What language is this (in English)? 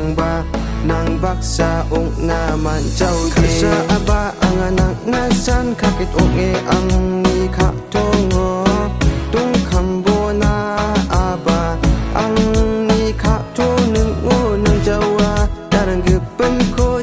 Garo